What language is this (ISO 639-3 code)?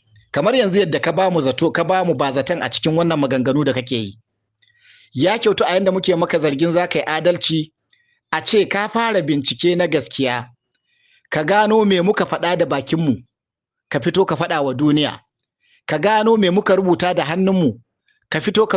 hau